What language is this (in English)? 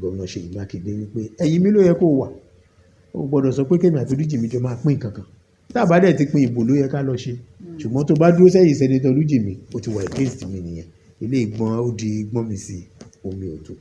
Yoruba